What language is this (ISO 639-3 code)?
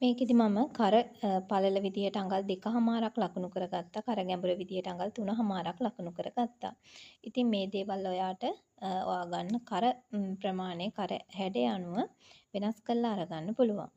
sin